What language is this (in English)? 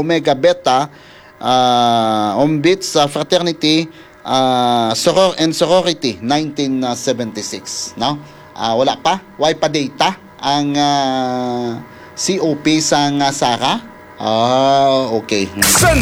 Hiligaynon